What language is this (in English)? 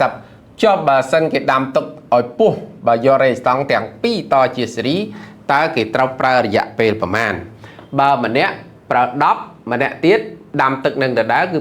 Khmer